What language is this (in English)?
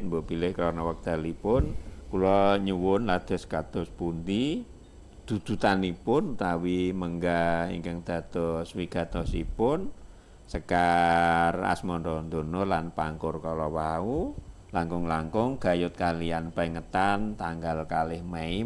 Javanese